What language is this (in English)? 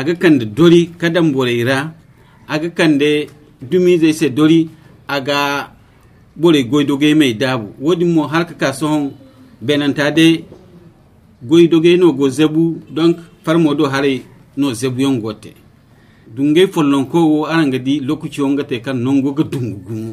Zarma